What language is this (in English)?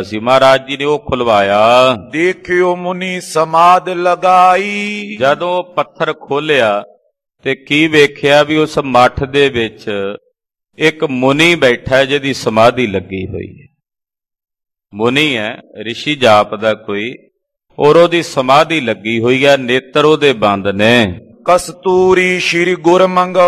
Punjabi